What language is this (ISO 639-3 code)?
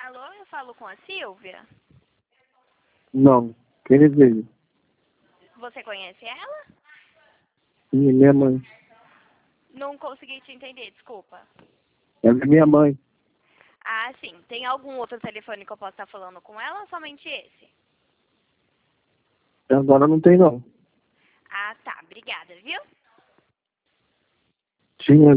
por